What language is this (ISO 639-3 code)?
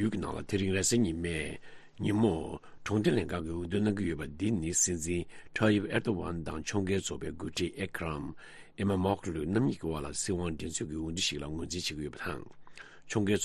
bod